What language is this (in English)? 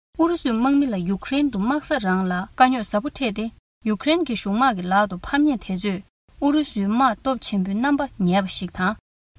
Tibetan